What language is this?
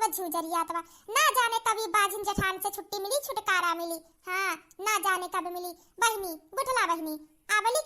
Awadhi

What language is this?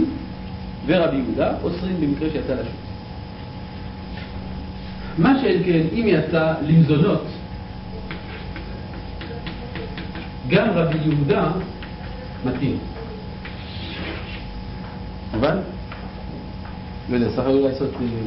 Hebrew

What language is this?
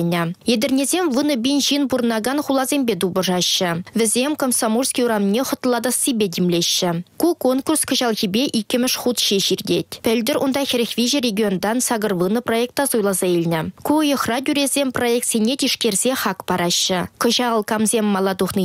Chuvash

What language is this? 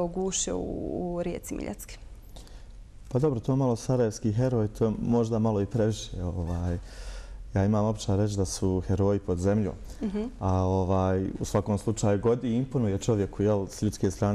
Bosnian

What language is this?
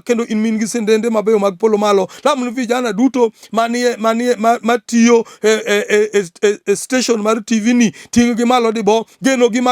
Luo (Kenya and Tanzania)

